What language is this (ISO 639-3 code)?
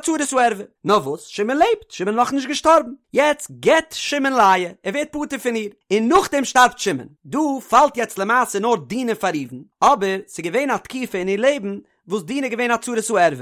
yid